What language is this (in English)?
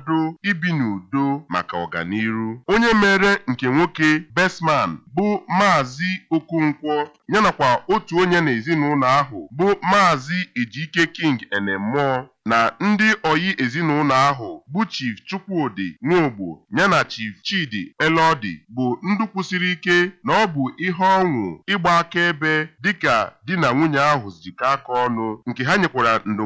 Igbo